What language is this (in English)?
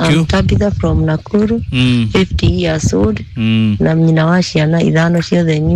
Kikuyu